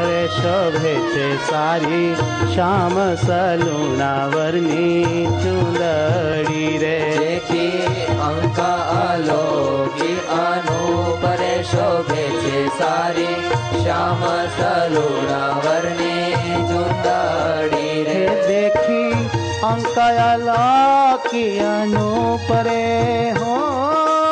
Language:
Gujarati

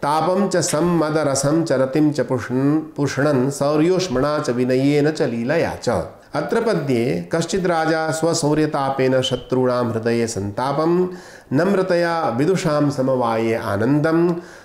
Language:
Sanskrit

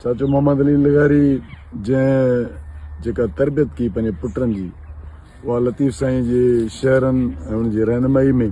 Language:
Sindhi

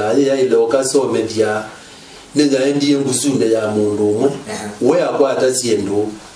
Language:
Kamba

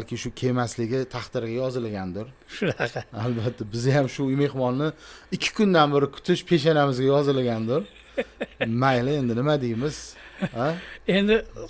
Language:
Uzbek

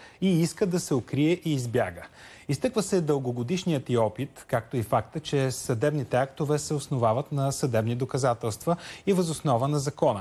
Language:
Bulgarian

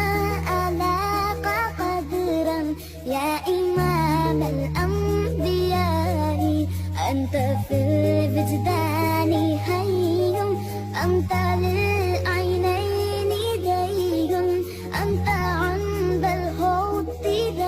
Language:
Tajik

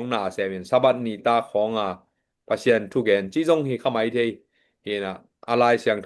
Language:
Tedim Chin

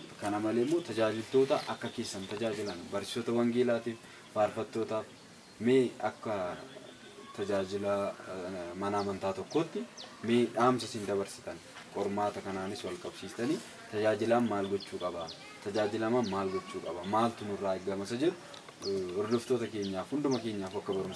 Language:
Oromo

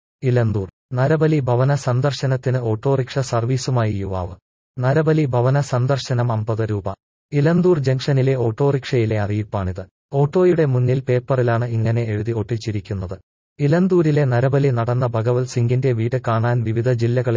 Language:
Malayalam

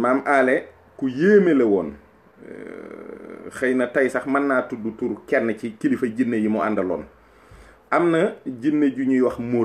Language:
Wolof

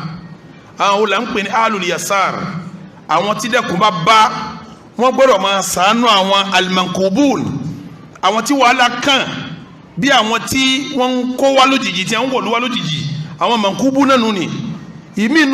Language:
Yoruba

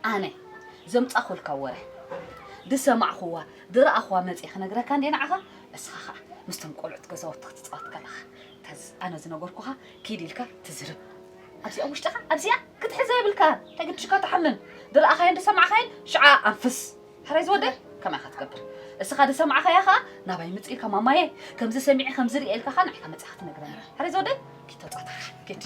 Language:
Tigrinya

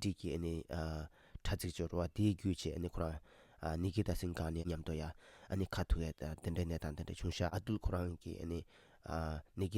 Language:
Tibetan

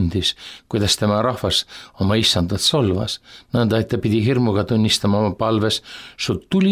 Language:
Estonian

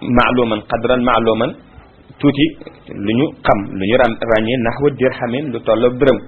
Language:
Wolof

